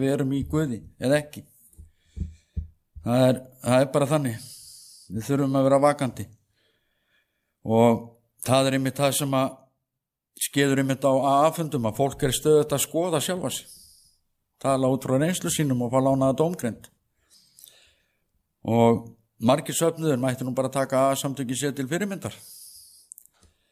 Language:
Icelandic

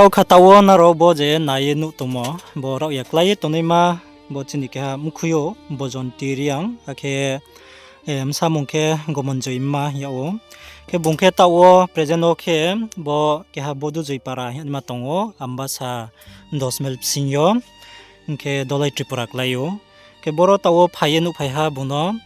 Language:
Riang (India)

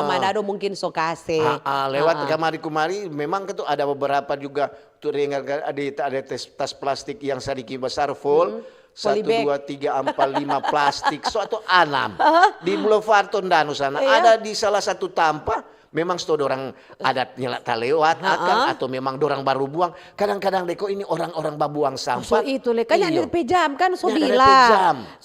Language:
Manado Malay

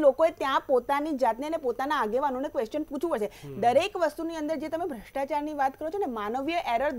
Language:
Gujarati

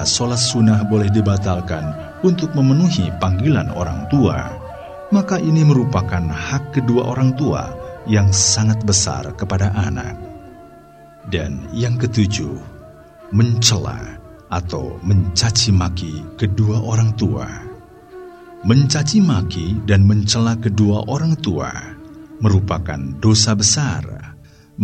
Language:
Indonesian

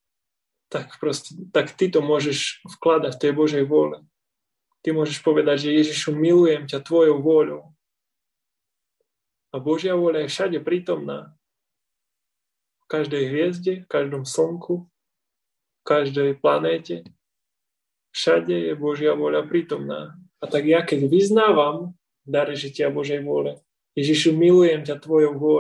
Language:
Slovak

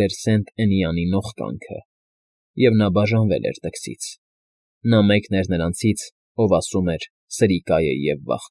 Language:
Armenian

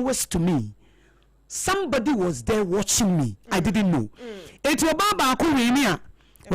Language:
Akan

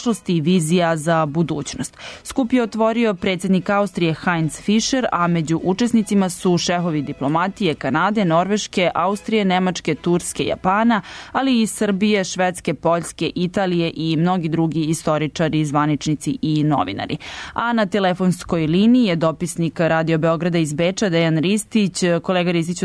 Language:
Serbian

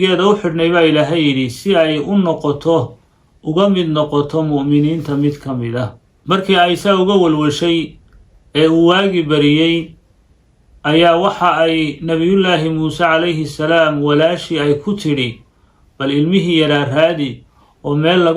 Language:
Somali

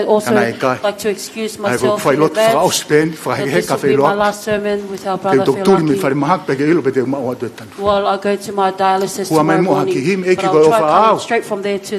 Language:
Tongan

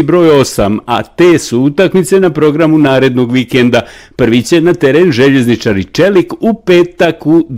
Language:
Bosnian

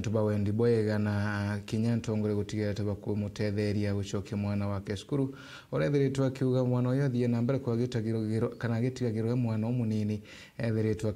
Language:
Meru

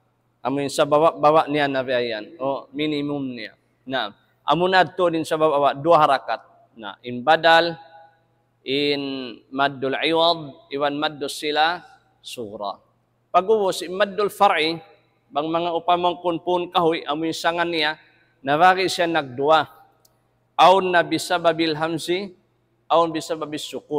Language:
Tausug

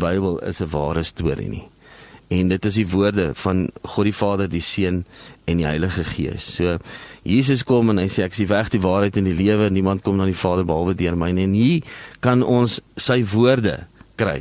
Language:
Afrikaans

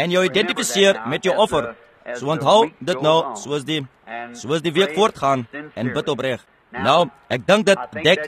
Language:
Afrikaans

